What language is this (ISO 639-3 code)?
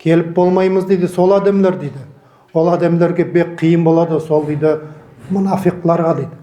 nog